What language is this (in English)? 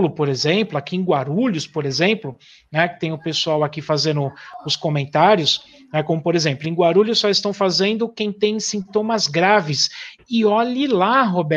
Portuguese